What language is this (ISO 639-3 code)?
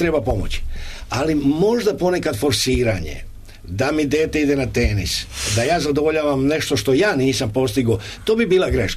srp